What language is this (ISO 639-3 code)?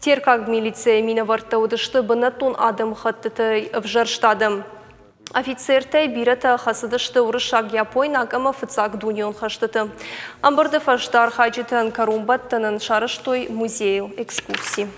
oss